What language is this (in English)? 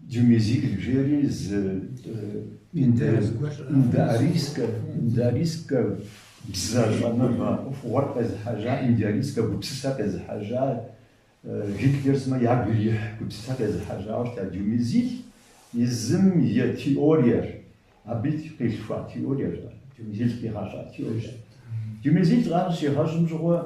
Kabardian